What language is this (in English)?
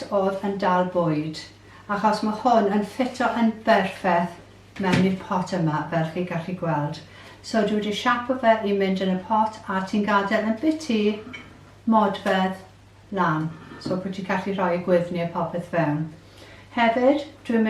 Welsh